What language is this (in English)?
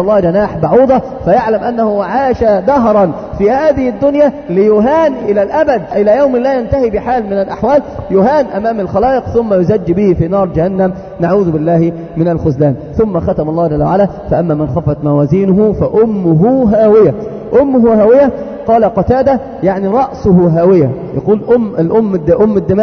Arabic